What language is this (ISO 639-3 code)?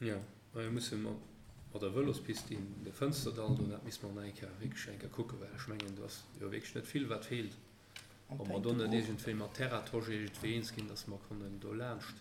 ltz